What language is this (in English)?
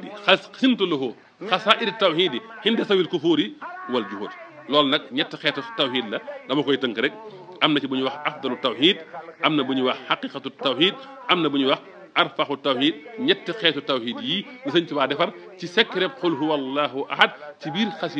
Wolof